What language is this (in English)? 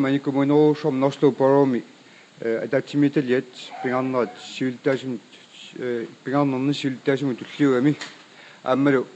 Kalaallisut